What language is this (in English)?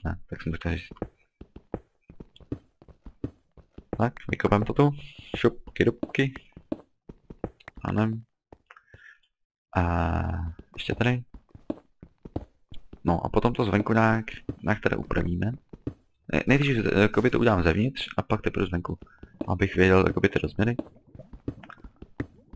Czech